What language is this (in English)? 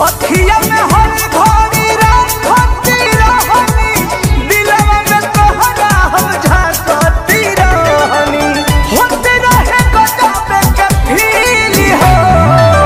Bhojpuri